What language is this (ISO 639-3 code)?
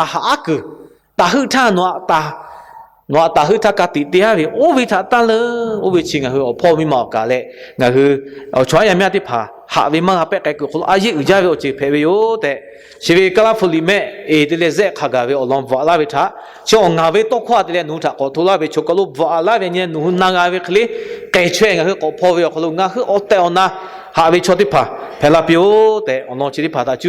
lhu